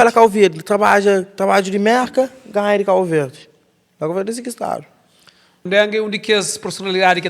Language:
Kabuverdianu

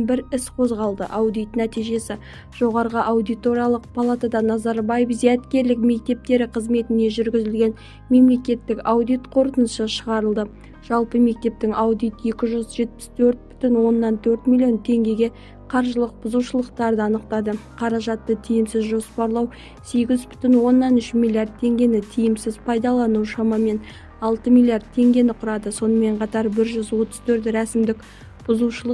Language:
Kazakh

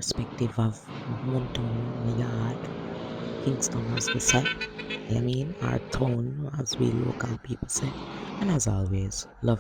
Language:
Jamaican Creole English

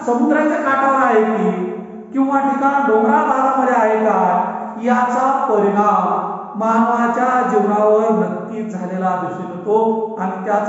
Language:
Marathi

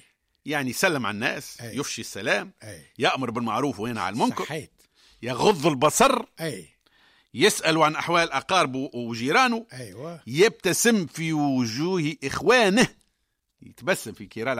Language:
Tunisian Arabic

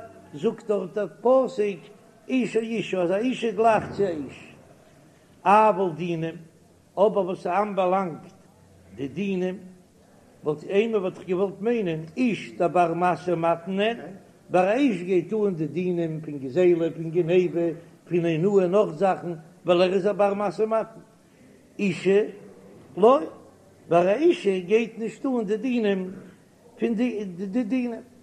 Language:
Yiddish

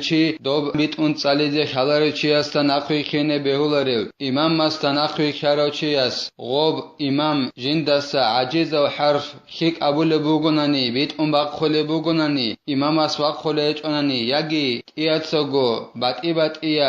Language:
Avaric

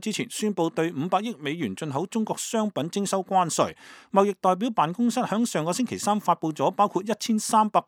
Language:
Cantonese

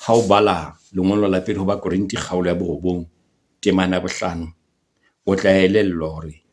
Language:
Southern Sotho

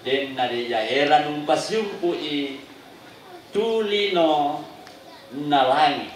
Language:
Toraja-Sa'dan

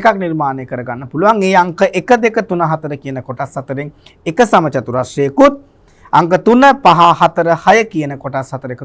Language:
Sinhala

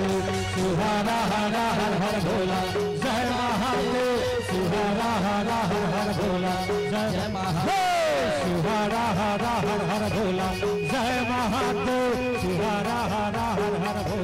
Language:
Chhattisgarhi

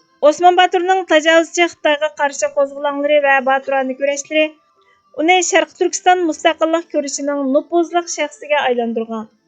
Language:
Uyghur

